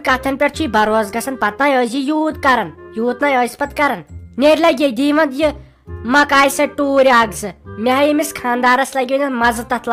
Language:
Kashmiri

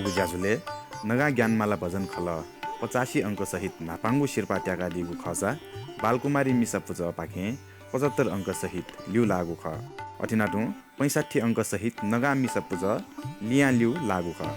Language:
Newari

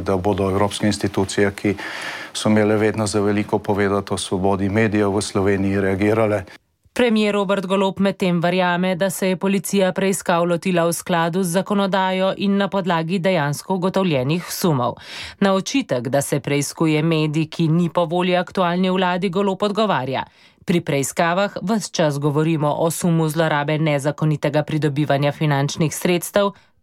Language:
Slovenian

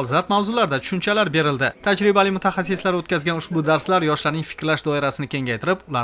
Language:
Uzbek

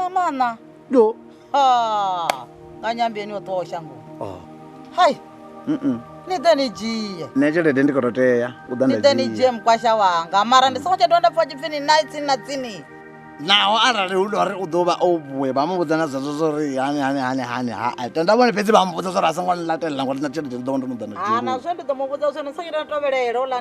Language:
Venda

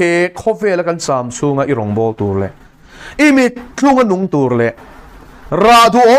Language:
Mizo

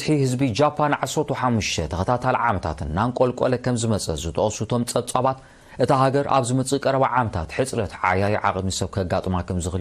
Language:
Tigrinya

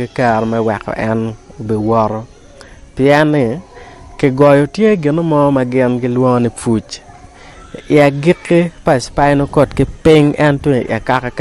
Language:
Acoli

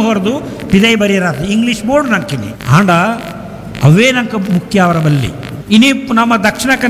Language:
Tulu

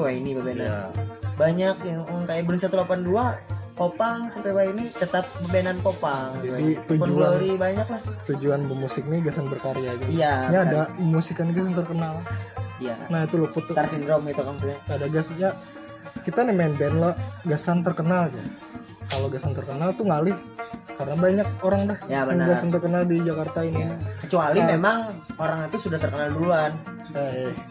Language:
Banjar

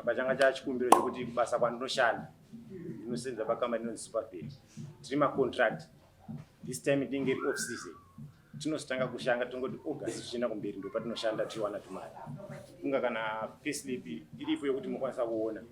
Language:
Shona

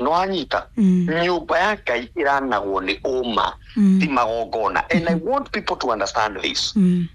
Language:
Kikuyu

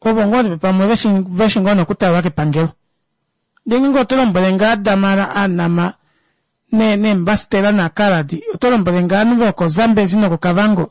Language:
Kuanyama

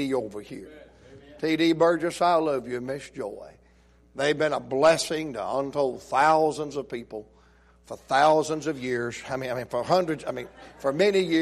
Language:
English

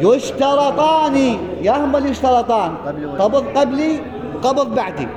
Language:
Mesopotamian Arabic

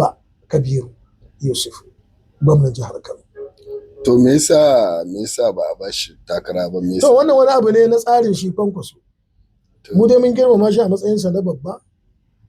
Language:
Hausa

